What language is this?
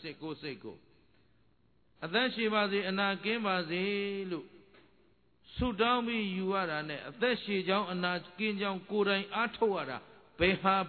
Burmese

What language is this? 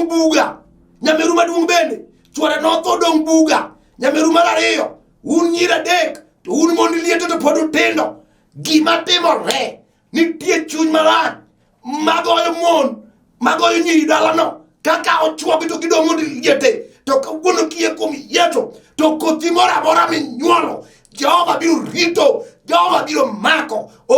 Luo (Kenya and Tanzania)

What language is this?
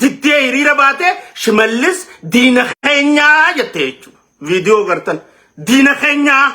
Oromo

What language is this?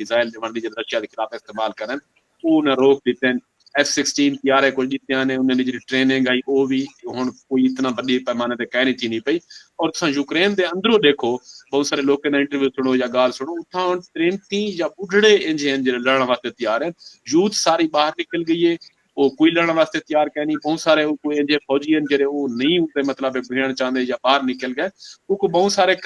Saraiki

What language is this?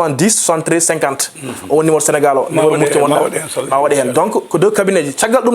Fula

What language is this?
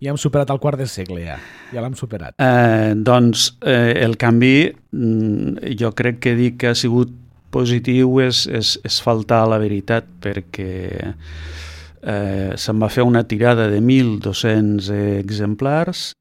Catalan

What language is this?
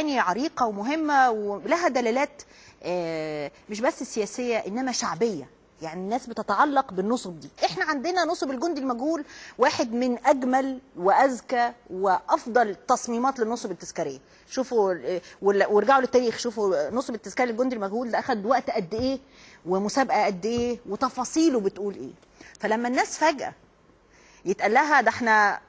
Egyptian Arabic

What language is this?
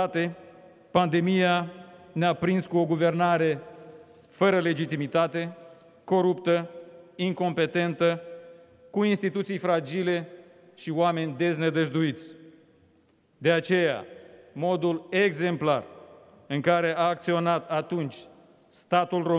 Romanian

